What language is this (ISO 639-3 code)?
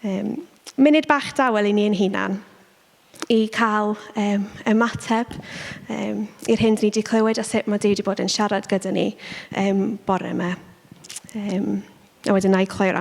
cym